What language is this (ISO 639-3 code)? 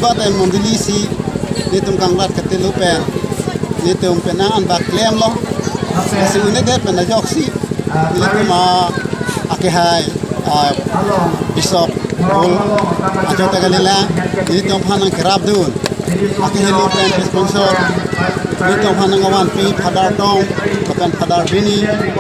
mjw